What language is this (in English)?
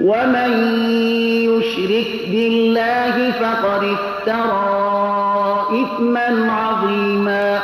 Persian